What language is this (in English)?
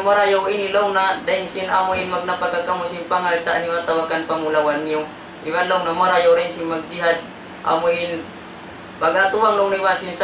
Tausug